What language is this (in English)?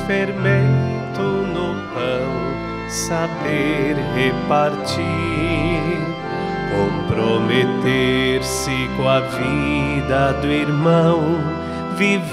Portuguese